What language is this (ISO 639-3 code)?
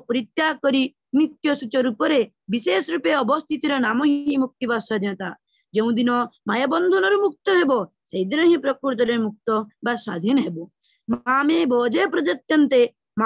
ori